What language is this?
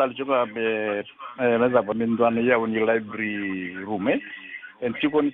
Fijian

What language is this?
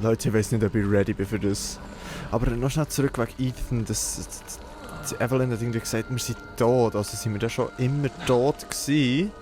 Swiss German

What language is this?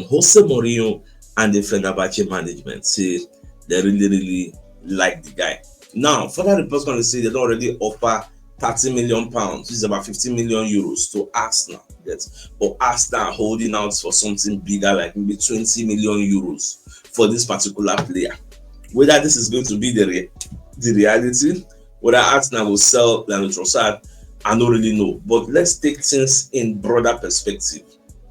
Nigerian Pidgin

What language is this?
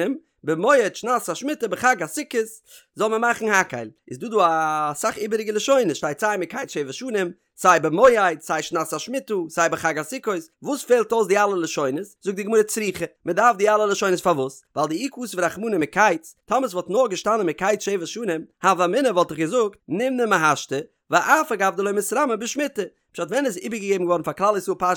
Yiddish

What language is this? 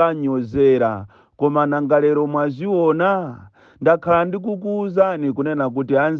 Nyanja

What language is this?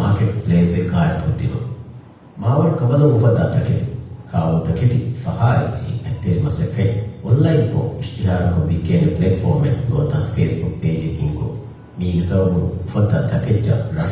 Divehi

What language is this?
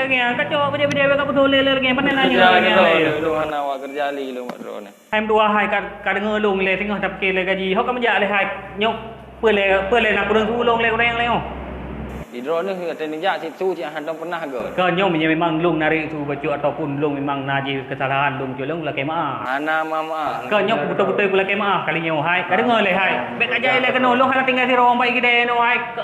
Achinese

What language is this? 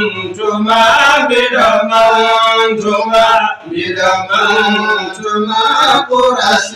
Fula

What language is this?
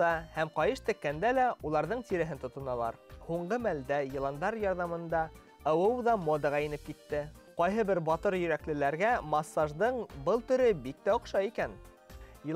Bashkir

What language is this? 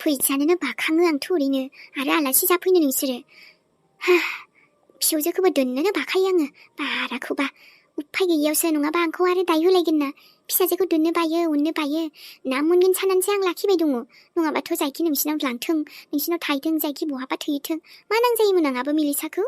Bodo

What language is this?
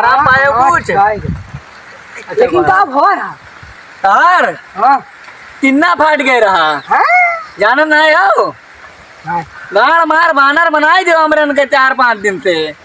Awadhi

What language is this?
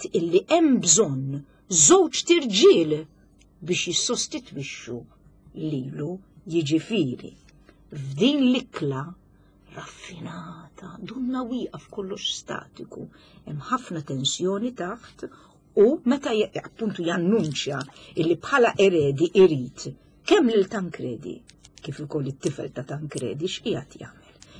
Maltese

